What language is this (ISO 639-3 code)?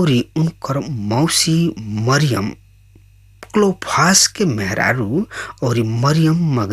bho